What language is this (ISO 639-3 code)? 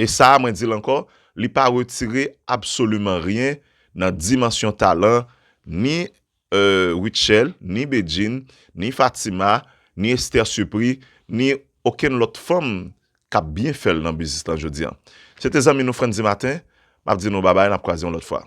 hat